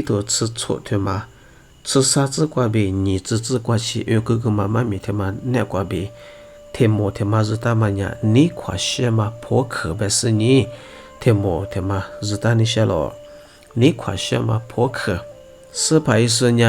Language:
Lisu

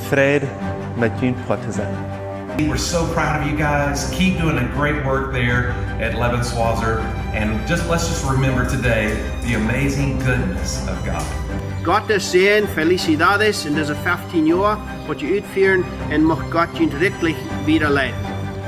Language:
Plautdietsch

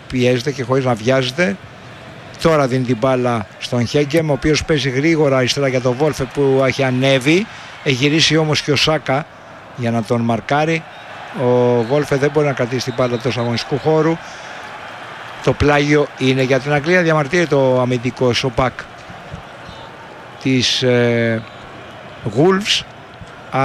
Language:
Greek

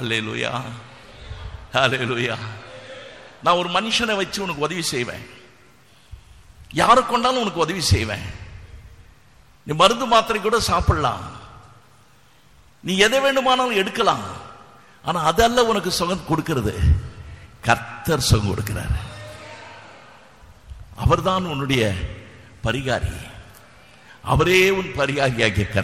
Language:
Tamil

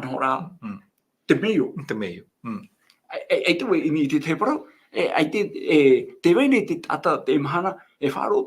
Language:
Tahitian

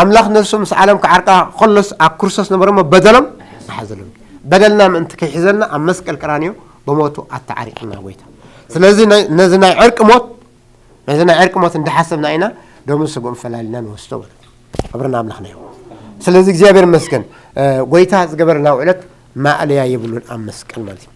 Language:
Tigrinya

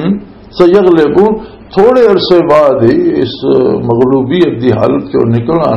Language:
Western Panjabi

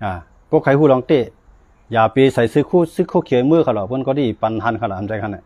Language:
Shan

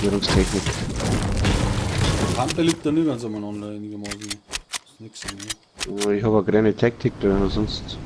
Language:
Bavarian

